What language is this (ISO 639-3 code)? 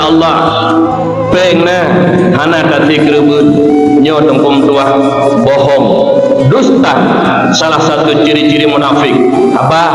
ace